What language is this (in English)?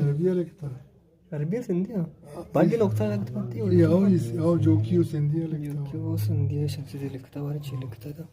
Eastern Balochi